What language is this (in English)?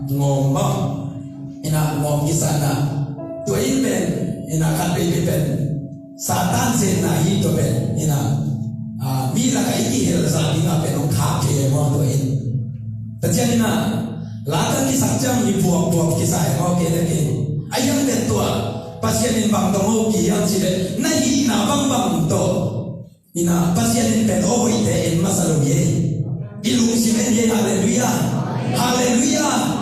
Tedim Chin